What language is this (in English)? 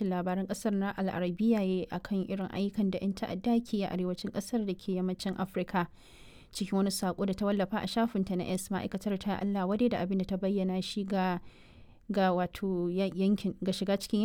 Hausa